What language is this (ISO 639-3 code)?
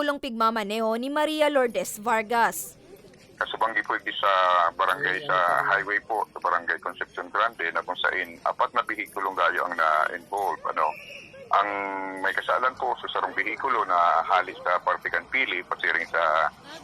bik